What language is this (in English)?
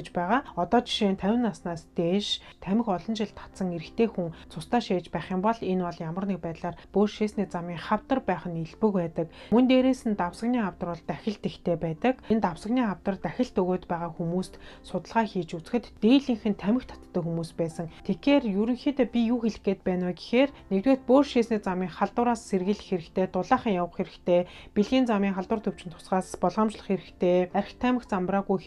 Mongolian